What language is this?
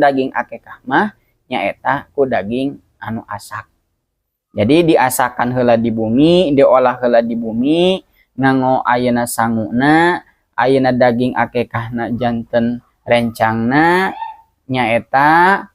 Sundanese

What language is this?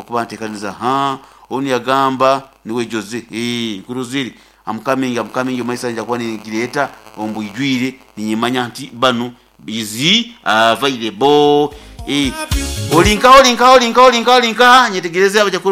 Nyankole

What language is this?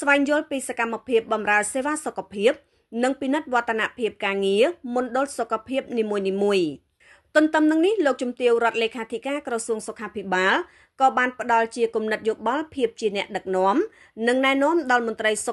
Khmer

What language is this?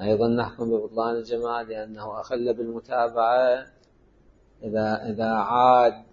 Mesopotamian Arabic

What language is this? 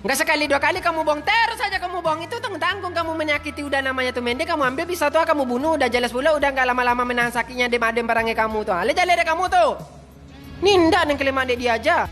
Minangkabau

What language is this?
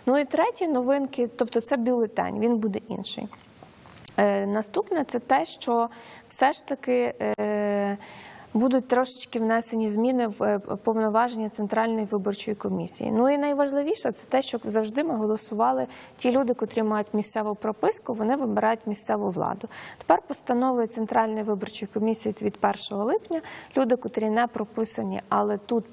Ukrainian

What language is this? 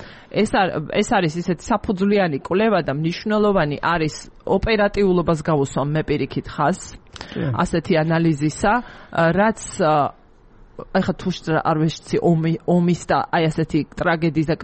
Georgian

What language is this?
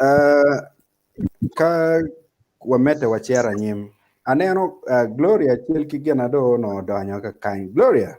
Acoli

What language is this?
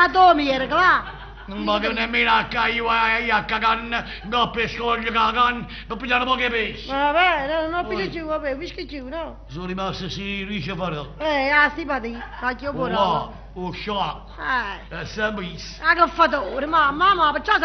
Neapolitan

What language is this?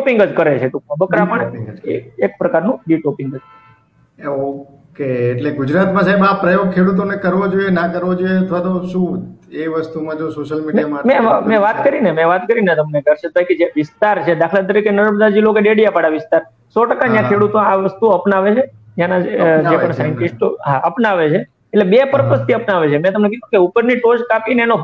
Gujarati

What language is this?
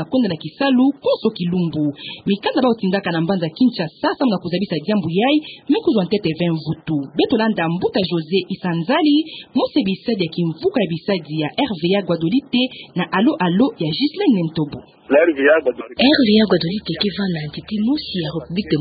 Kituba (Democratic Republic of Congo)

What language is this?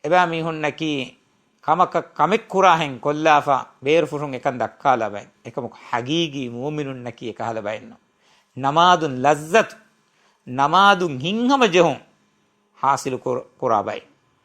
Divehi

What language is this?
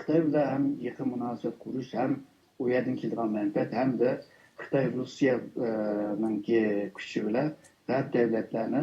Uyghur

